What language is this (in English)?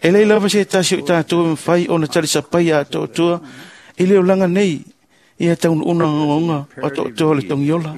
Samoan